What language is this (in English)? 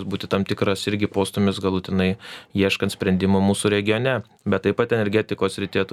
Lithuanian